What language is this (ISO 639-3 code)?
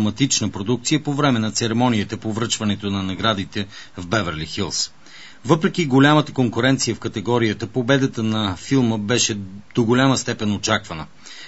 bul